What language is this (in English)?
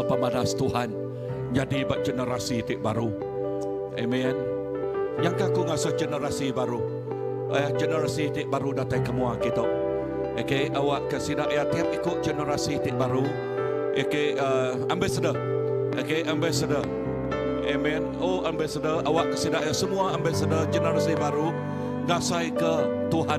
Iban